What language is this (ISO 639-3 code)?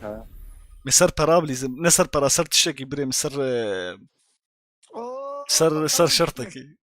kur